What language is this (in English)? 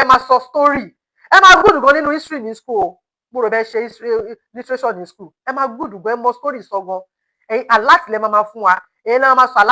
Yoruba